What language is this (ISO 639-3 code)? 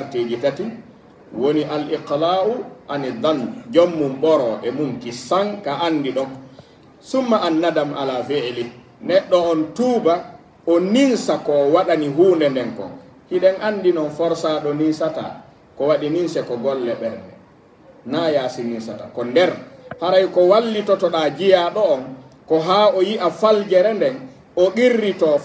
fuf